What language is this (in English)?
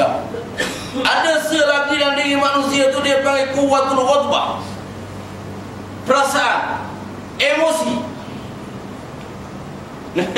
Malay